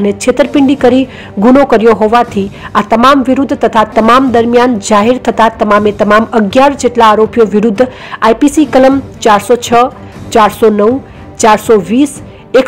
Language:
Gujarati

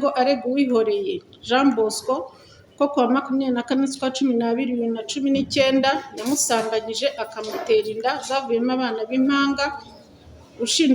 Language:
Kinyarwanda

